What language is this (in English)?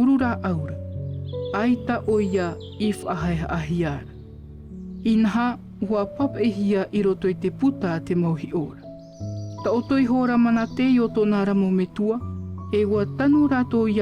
Tahitian